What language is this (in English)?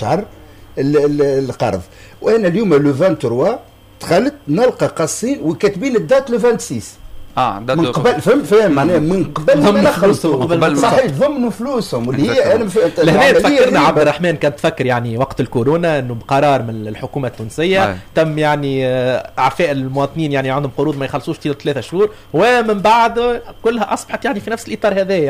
Tunisian Arabic